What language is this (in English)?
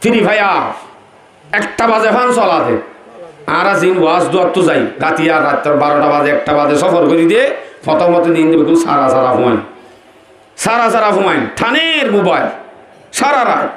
Rohingya